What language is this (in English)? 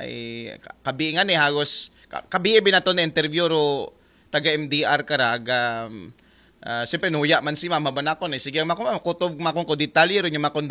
Aklanon